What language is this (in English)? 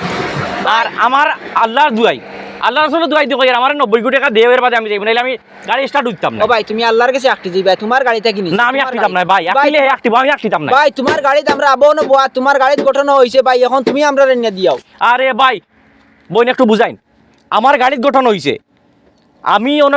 Sylheti